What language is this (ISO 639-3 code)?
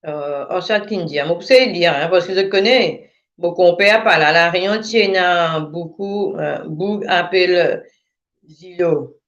mfe